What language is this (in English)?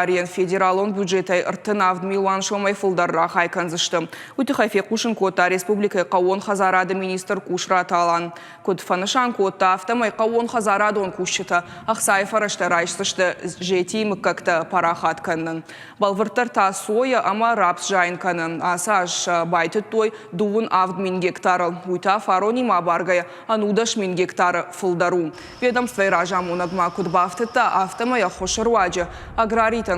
Ossetic